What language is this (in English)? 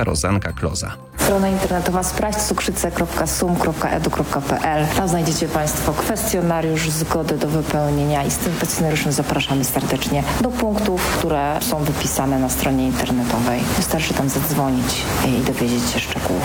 Polish